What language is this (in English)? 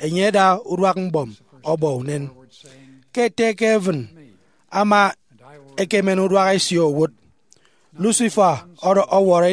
Efik